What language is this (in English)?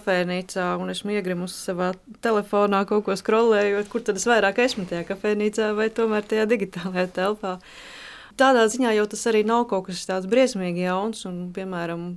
Latvian